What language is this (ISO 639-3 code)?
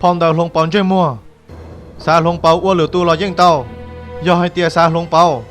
hmn